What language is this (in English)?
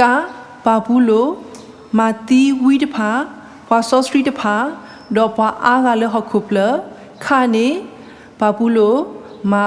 S'gaw Karen